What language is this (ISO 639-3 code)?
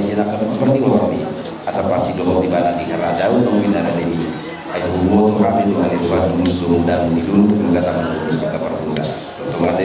bbc